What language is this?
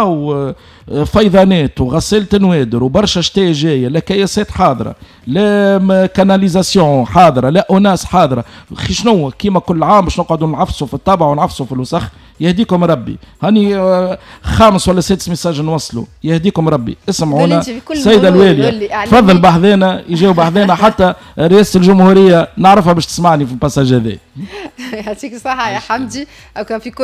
Tunisian Arabic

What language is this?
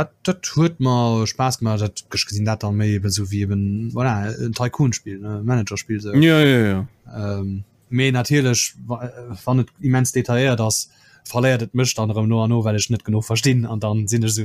Luxembourgish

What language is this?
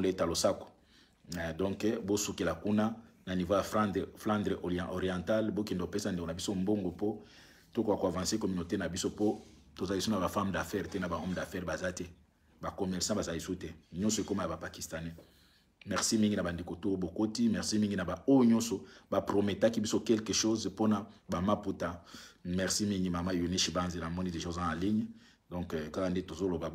Lingala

